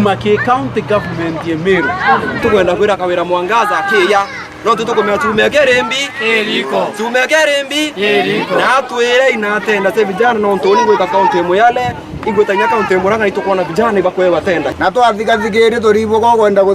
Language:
Meru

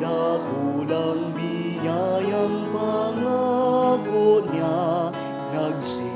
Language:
Bikol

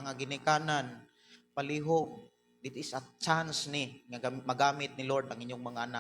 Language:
Cebuano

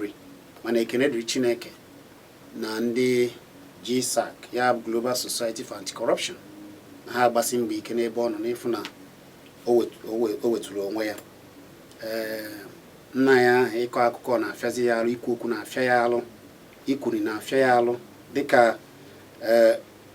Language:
Igbo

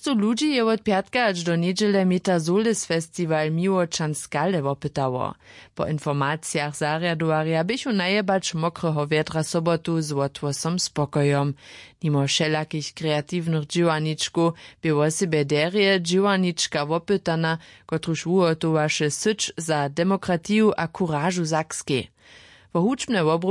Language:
Upper Sorbian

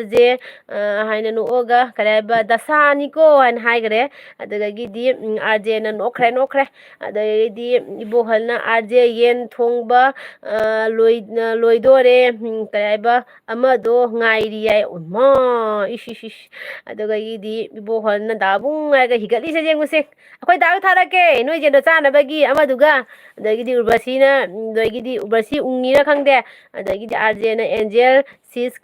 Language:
Manipuri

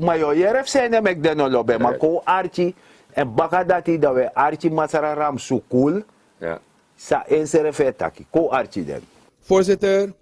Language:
Sranan Tongo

